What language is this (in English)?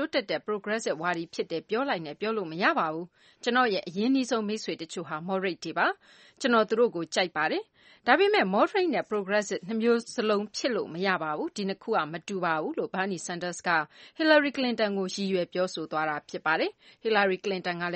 Burmese